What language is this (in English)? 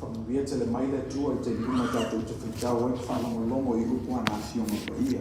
Samoan